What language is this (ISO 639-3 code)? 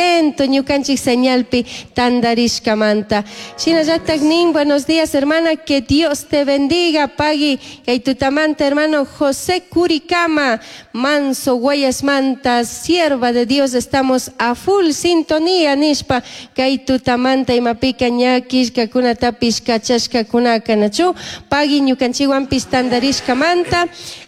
qug